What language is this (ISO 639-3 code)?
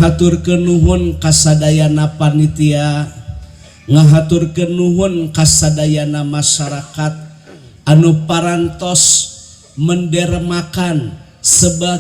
sun